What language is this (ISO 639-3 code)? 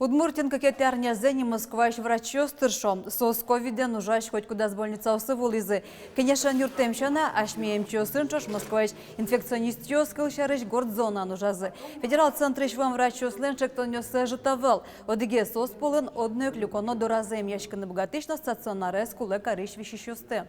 udm